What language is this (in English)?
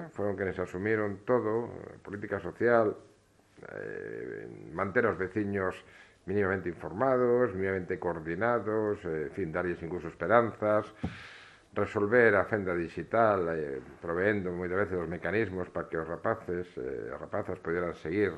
Galician